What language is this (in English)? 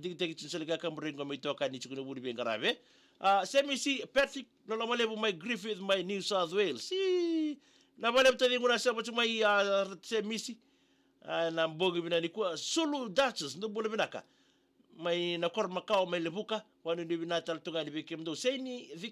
Fijian